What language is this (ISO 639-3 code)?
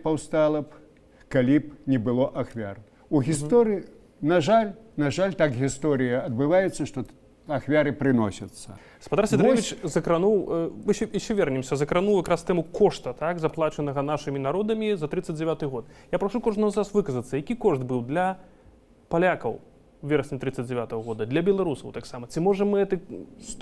bel